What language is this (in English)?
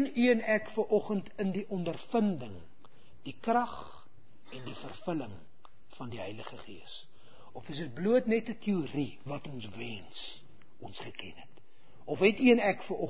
Afrikaans